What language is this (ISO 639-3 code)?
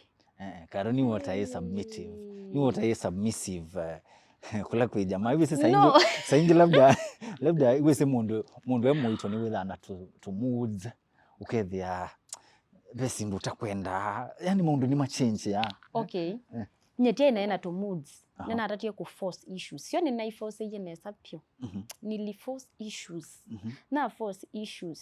kam